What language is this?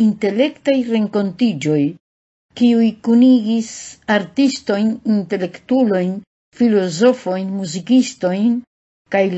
Esperanto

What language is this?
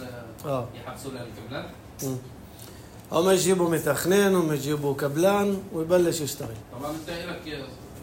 North Levantine Arabic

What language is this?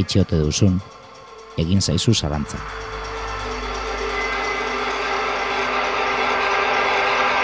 Basque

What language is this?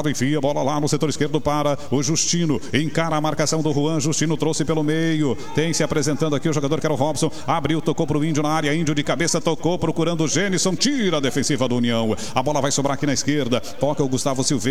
Portuguese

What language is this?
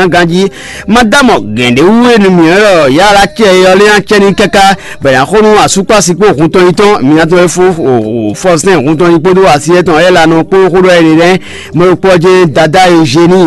Fon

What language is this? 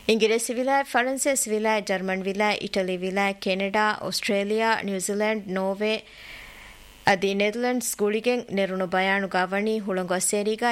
Divehi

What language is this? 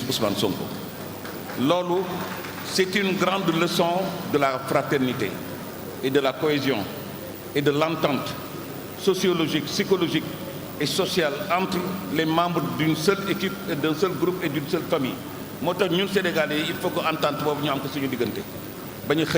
Wolof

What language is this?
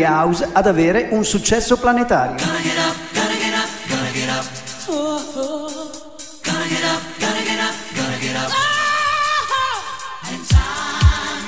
Italian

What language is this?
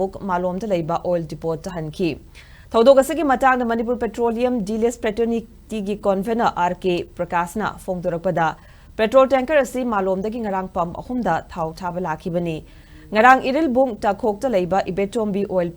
Manipuri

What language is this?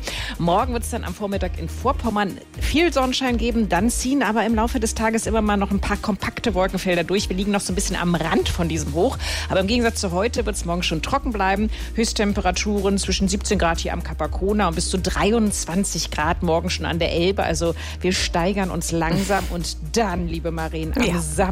German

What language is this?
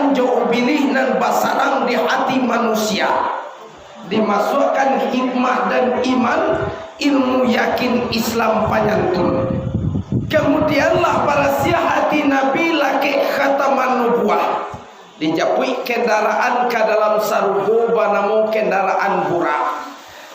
Minangkabau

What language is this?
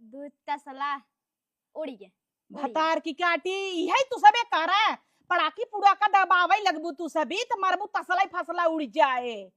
Awadhi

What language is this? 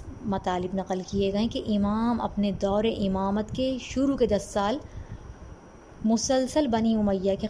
Urdu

